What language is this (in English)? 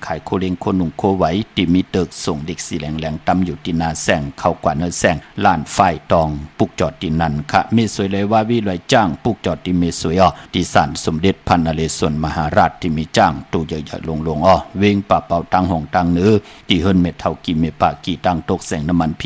Shan